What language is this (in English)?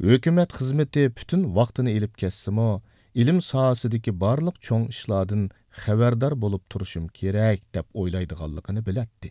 Uyghur